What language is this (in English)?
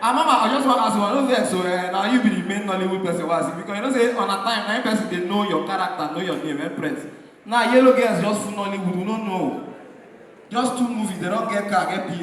Nigerian Pidgin